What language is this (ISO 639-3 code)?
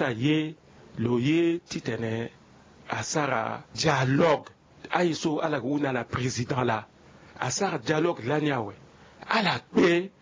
sag